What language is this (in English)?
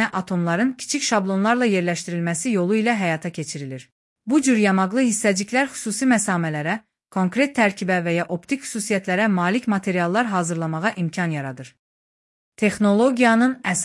Azerbaijani